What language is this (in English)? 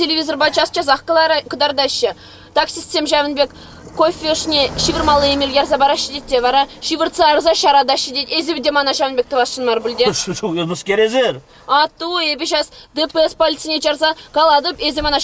Chuvash